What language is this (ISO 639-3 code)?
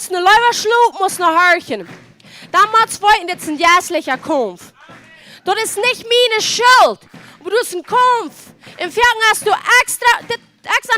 pdt